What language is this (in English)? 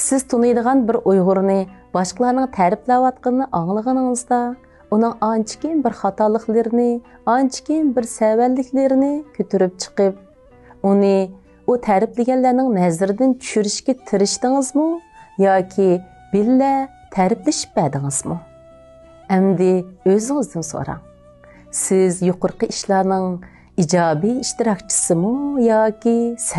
Uyghur